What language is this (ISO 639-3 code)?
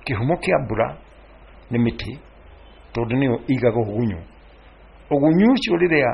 kik